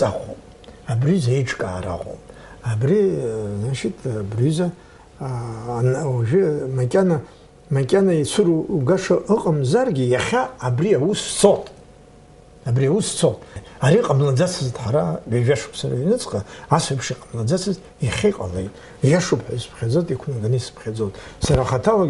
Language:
Abkhazian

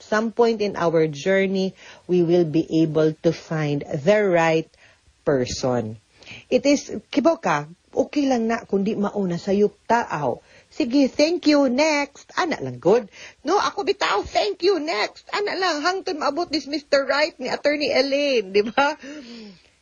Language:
Cebuano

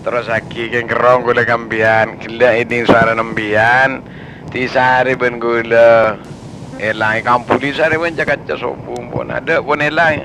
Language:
Madurese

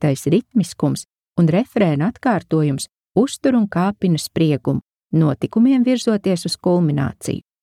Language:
Latvian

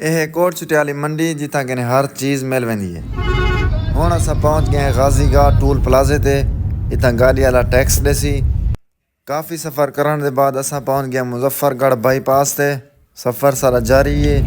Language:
Saraiki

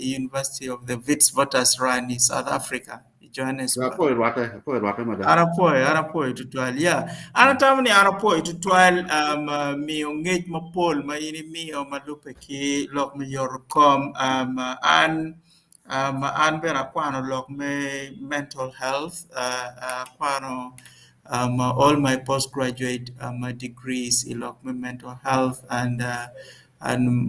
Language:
Acoli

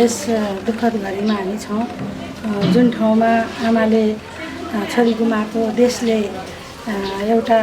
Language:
Nepali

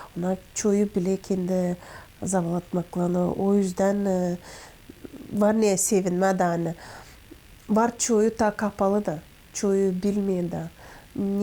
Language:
Gagauz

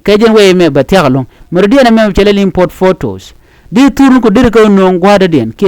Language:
Nuer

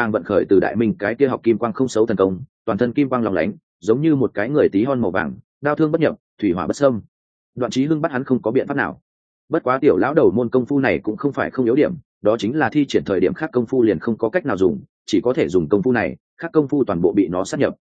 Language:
Vietnamese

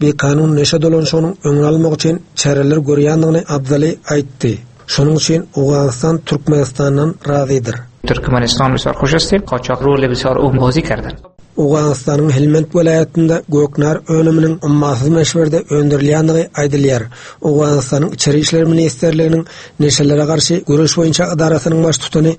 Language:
Turkmen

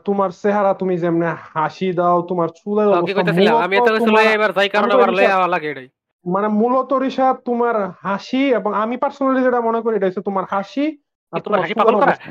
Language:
Bangla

